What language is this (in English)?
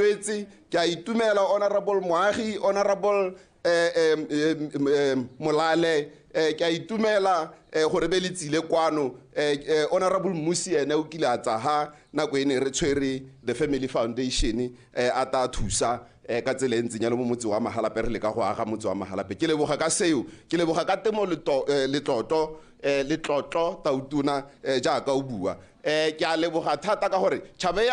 Tswana